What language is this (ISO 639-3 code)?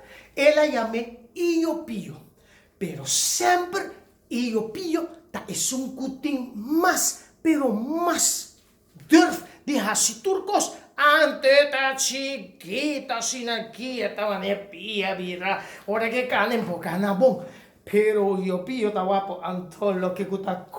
pap